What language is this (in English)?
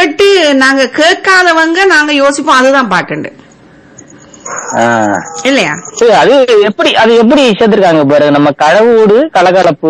Tamil